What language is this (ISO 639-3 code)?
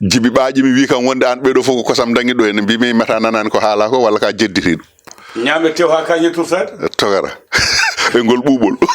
ful